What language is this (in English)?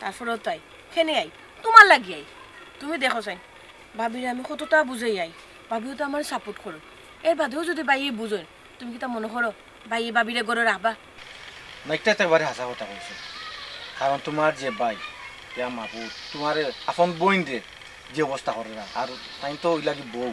Sylheti